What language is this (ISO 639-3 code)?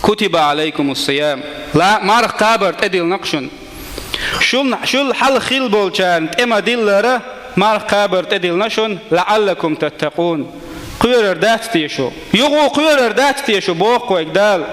che